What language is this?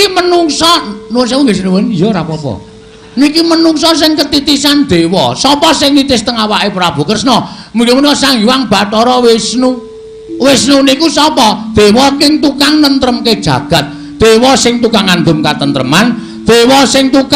Javanese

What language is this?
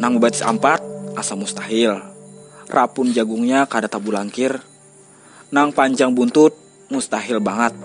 Banjar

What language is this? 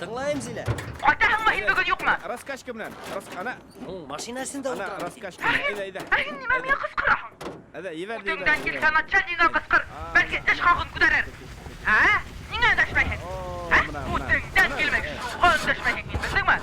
Bashkir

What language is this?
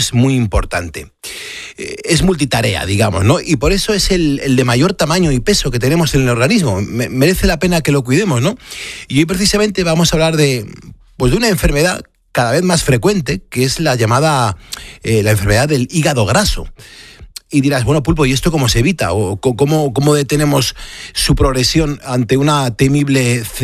Spanish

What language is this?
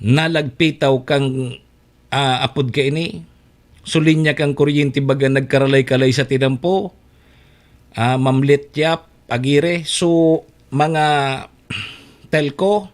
Bikol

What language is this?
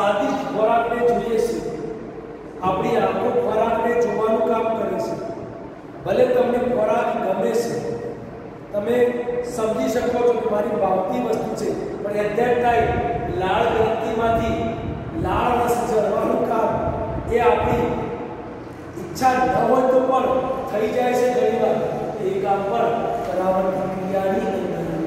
Gujarati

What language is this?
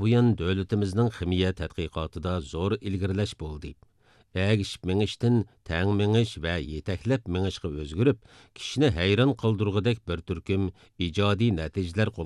Uyghur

